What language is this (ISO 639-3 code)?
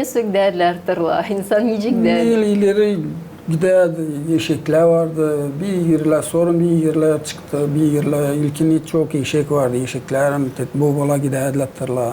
gag